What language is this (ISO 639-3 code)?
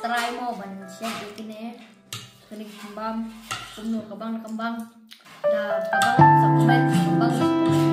kha